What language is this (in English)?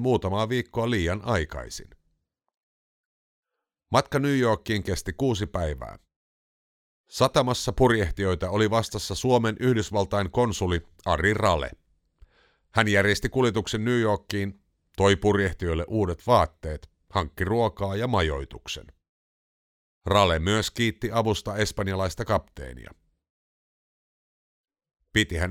Finnish